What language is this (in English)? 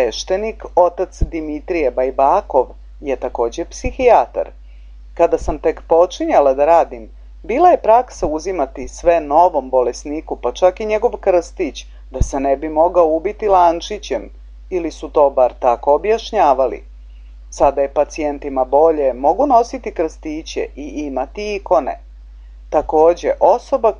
Serbian